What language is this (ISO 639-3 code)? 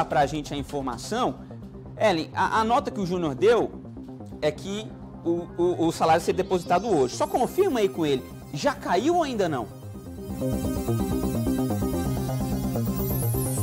por